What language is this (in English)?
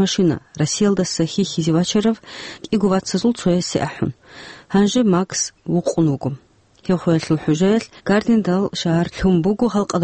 Avaric